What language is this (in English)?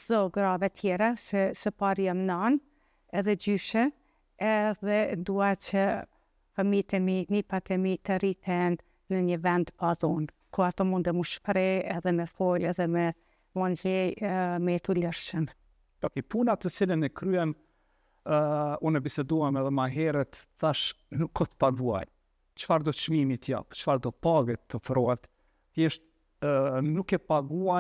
Albanian